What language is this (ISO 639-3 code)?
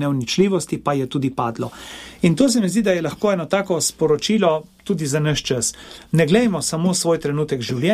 slv